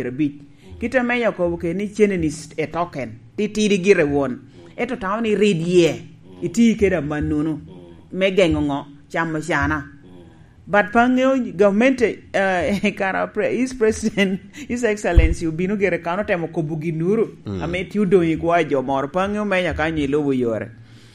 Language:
Lango (Uganda)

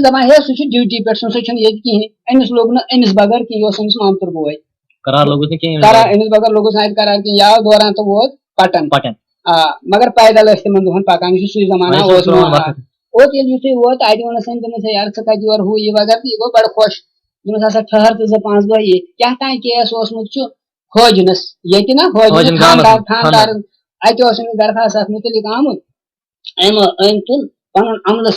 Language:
Kashmiri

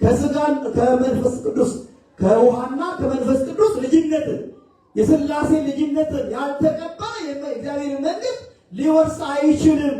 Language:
Amharic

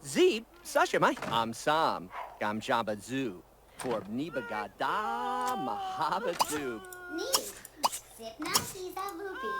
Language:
Bavarian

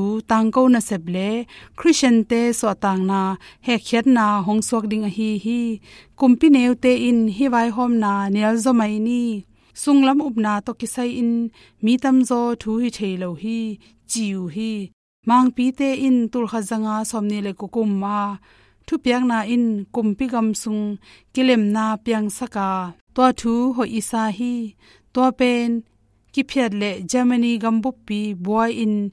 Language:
Tedim Chin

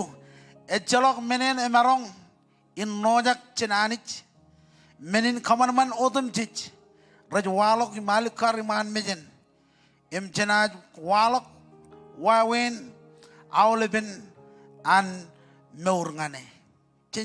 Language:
Marshallese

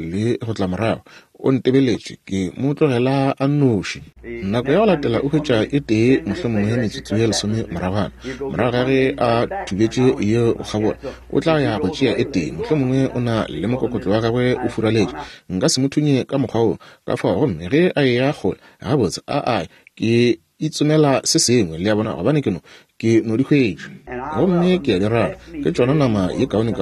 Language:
Northern Sotho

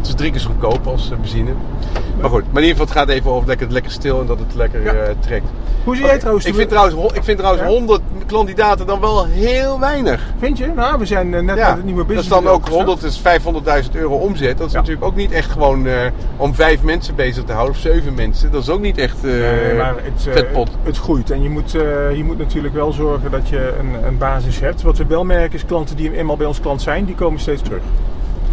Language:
Dutch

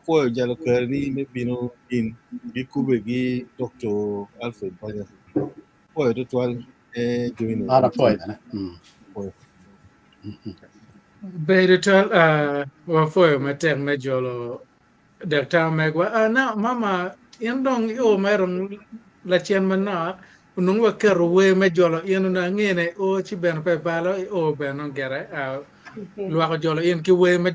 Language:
Acoli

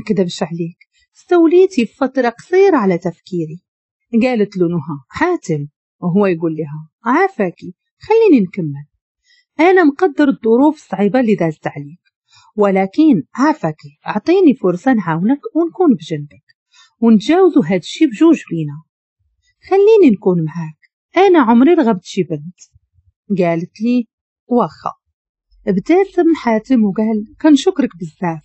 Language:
Moroccan Arabic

